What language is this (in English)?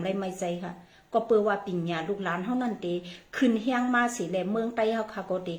Shan